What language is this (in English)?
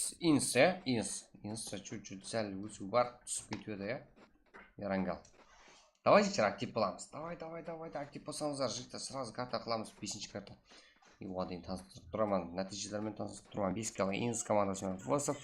Kara-Kalpak